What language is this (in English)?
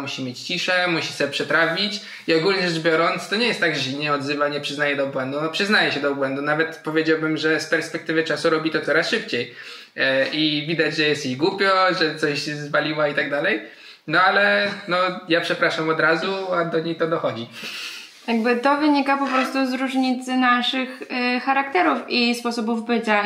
Polish